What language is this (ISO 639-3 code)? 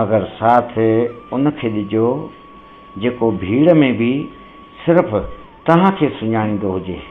snd